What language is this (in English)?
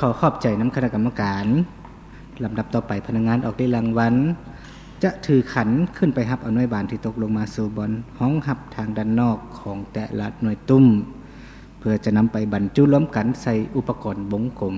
Lao